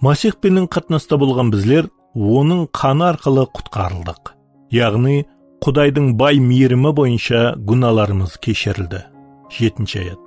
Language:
Kara-Kalpak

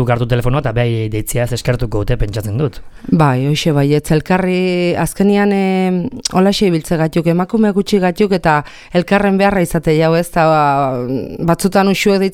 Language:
Basque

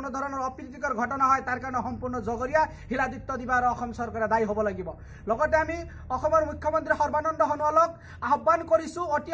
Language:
Assamese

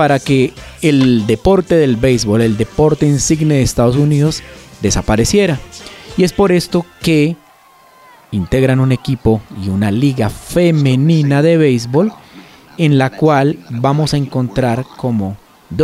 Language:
Spanish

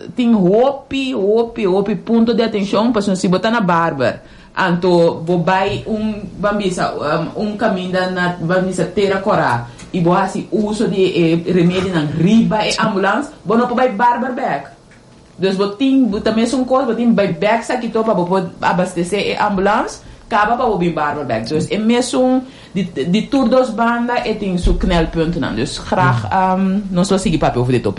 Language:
Papiamento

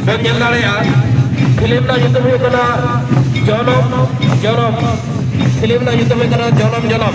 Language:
Santali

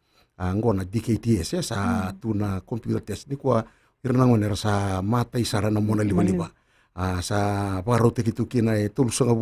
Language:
Fijian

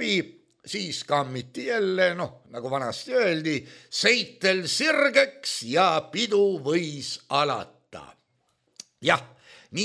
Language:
Estonian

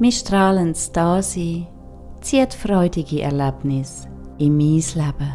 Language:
Swiss German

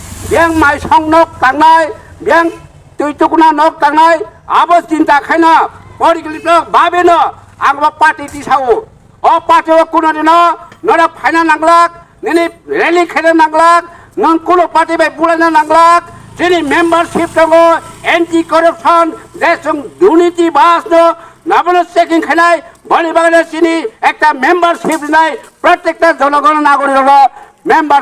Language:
Kok Borok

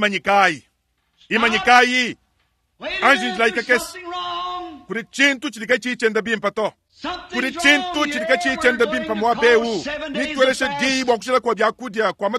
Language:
Luba-Lulua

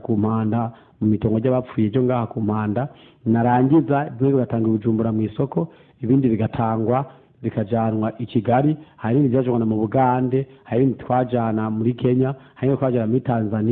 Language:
Rundi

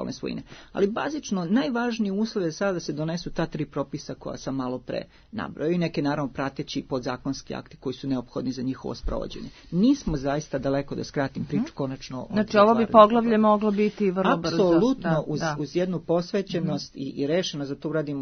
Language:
Serbian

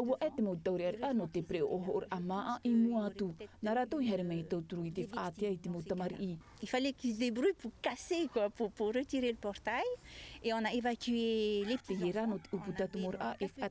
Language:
Tahitian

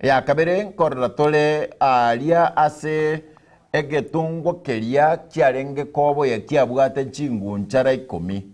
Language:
Gusii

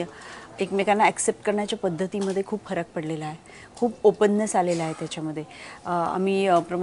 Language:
Marathi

